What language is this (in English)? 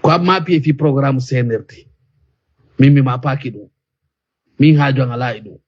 Fula